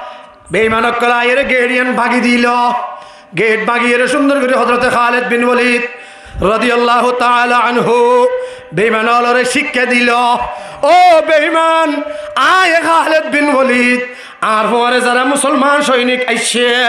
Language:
Rohingya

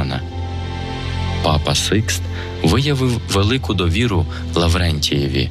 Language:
Ukrainian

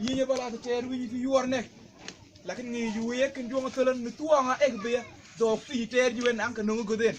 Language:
Mabaan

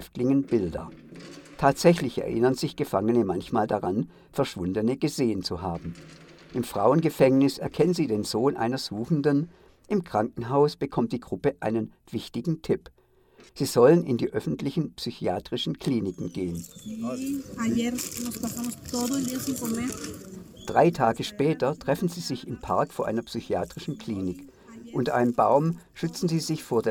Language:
German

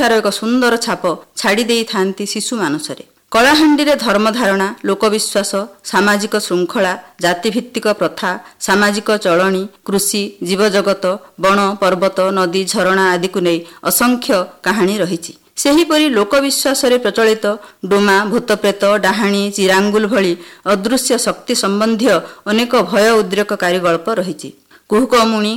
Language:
Odia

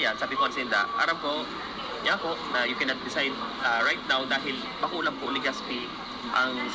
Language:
Bikol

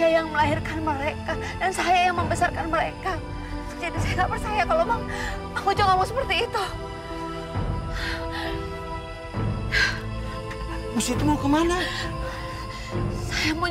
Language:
Indonesian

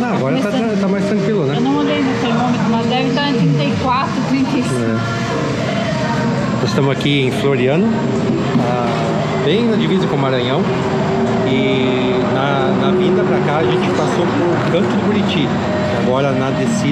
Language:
Portuguese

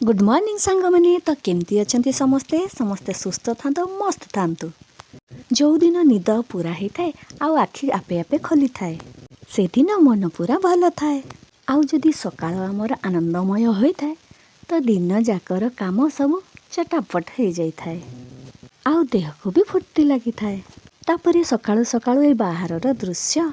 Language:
Odia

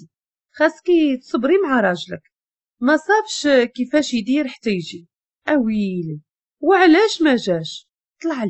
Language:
Moroccan Arabic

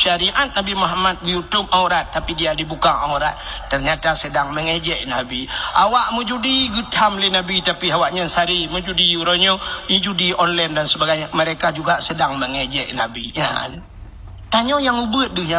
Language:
Achinese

